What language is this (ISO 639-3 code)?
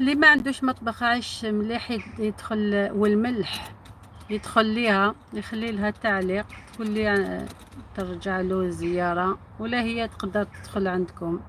arq